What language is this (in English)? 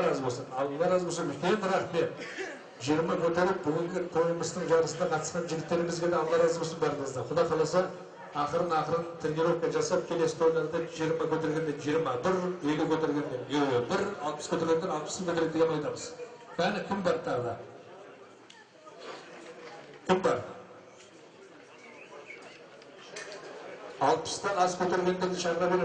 Kazakh